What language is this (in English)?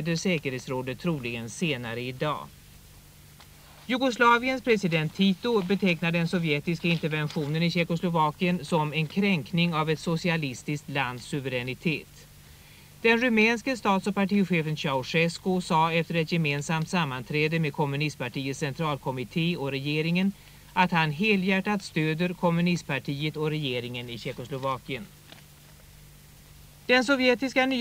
Swedish